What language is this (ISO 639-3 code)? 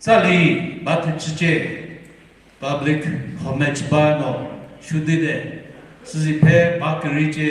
nri